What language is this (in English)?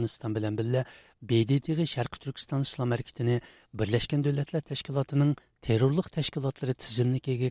Uyghur